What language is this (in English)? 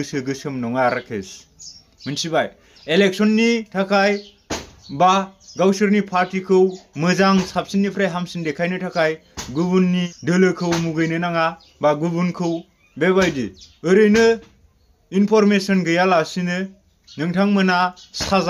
Bodo